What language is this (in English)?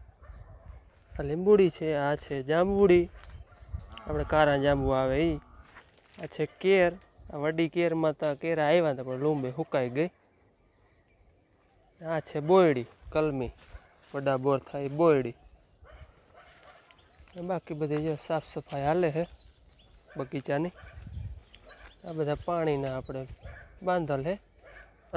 Gujarati